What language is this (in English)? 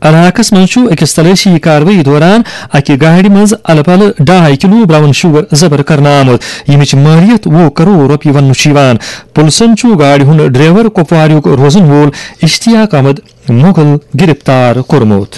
Kashmiri